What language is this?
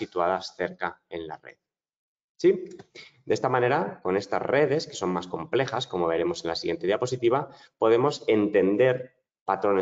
Spanish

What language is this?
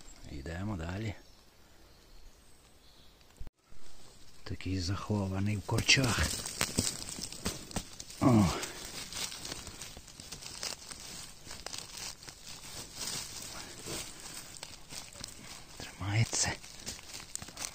Ukrainian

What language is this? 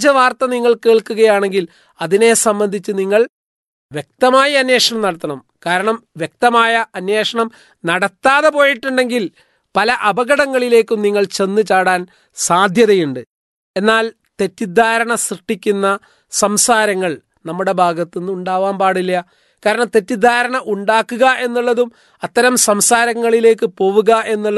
Malayalam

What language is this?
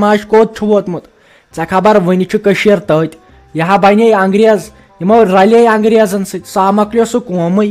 Kashmiri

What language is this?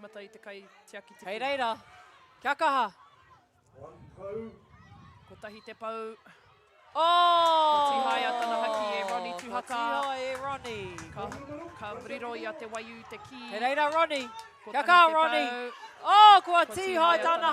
Māori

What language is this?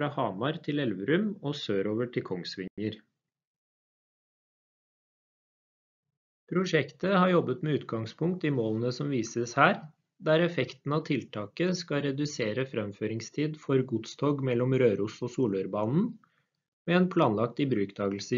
Norwegian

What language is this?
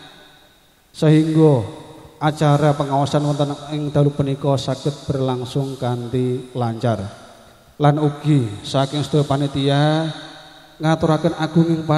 Javanese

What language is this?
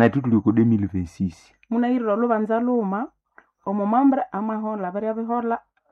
Nande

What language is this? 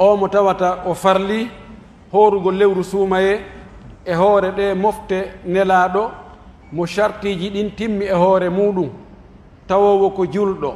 Pular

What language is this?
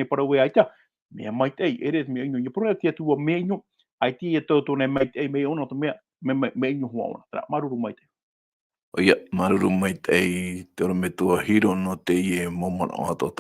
Tahitian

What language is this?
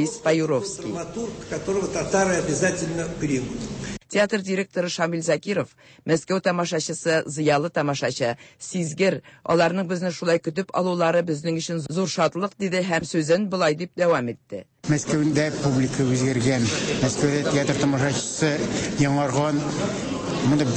Tatar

